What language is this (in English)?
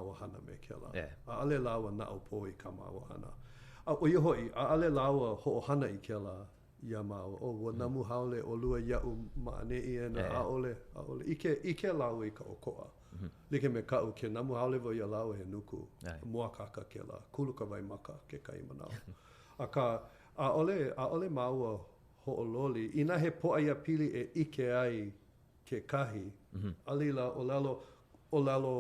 Hawaiian